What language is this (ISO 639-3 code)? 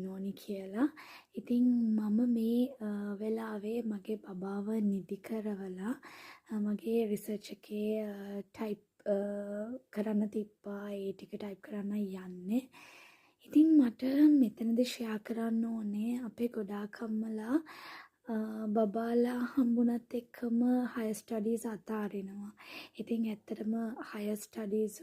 sin